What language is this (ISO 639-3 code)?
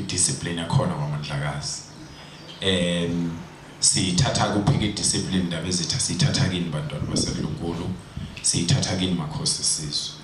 zul